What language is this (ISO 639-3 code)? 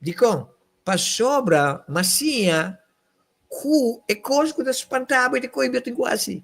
pap